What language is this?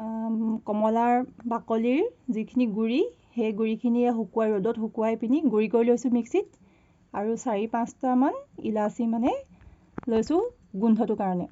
Assamese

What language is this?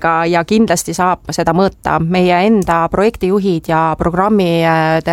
Estonian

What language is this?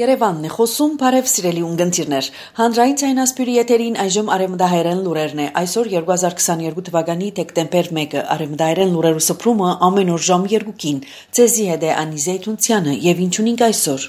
Armenian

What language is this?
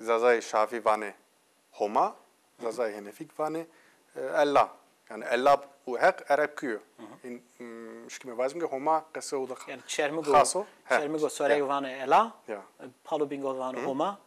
Zaza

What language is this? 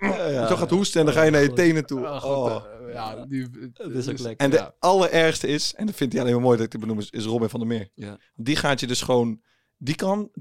Dutch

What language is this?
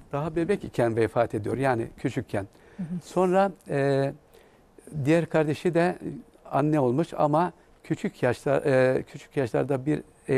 Turkish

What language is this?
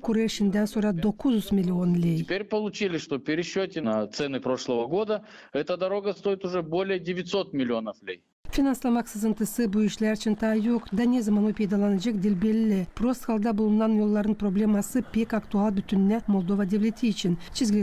Gagauz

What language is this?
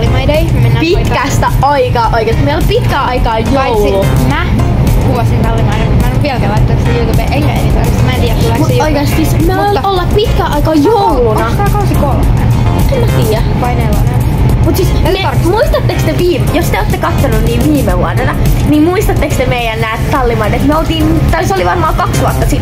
Finnish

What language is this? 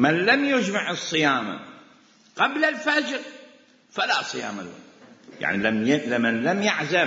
Mesopotamian Arabic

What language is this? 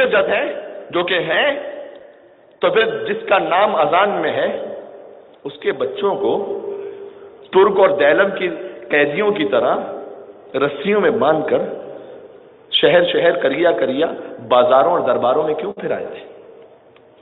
Urdu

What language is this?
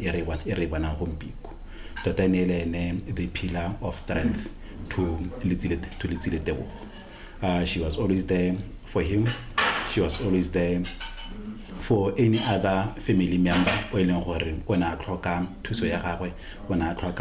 Tswana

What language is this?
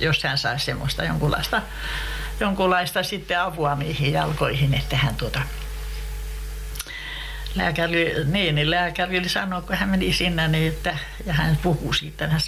Finnish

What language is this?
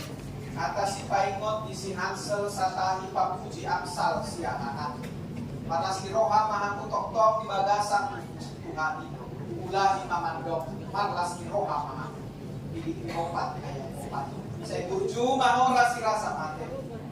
Batak Toba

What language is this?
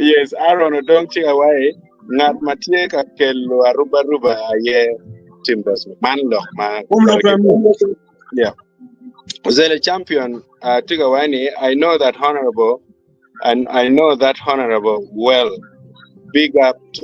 Acoli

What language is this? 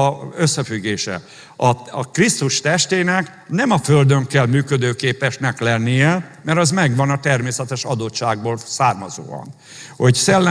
Hungarian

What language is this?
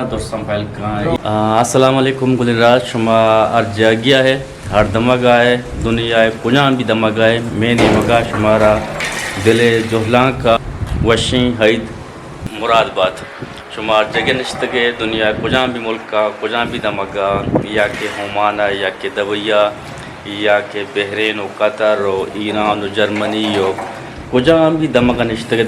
Eastern Balochi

